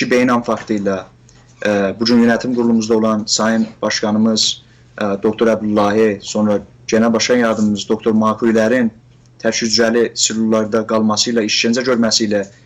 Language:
South Azerbaijani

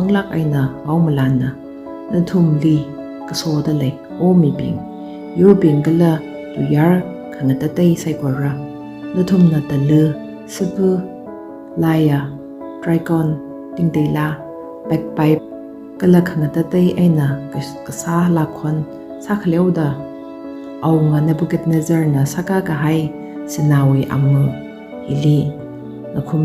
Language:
Tangkhul Naga (India)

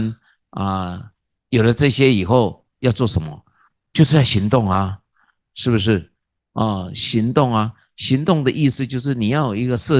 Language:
Chinese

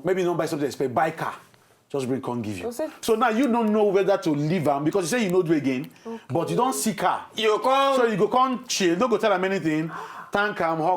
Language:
Nigerian Pidgin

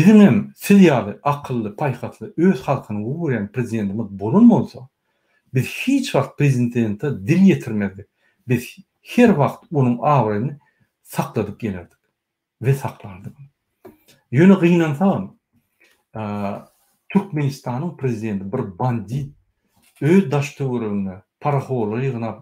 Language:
Turkmen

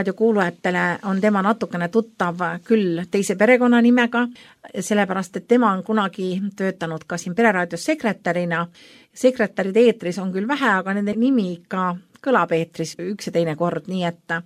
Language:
Estonian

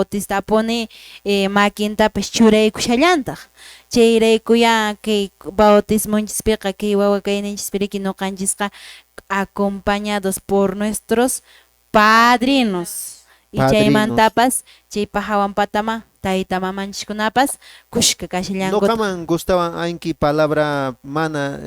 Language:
Quechua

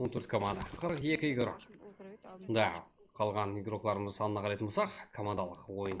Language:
Kara-Kalpak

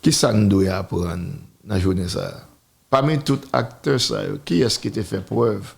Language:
Haitian Creole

